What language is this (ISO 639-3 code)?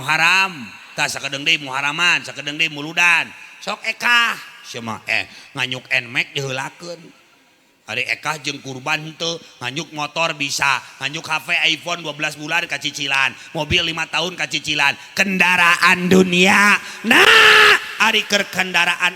sun